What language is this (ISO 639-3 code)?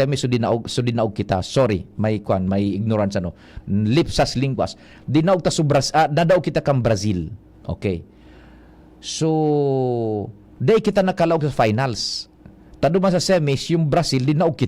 bik